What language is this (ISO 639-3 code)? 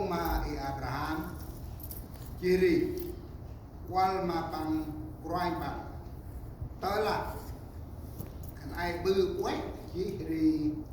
cmo